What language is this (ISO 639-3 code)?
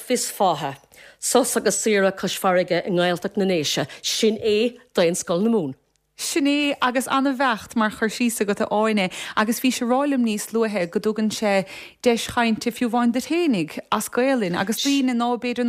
gle